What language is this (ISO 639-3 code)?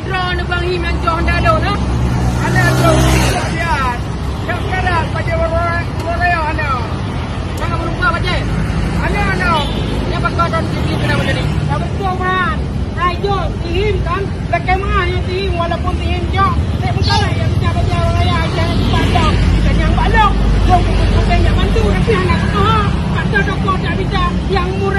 ace